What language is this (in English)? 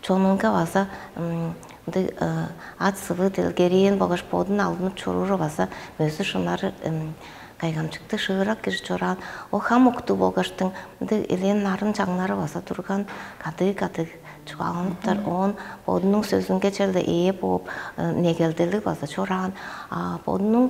Tuvinian